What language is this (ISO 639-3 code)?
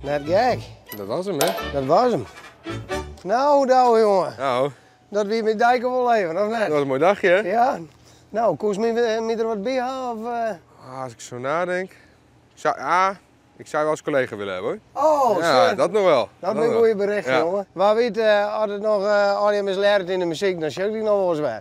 fry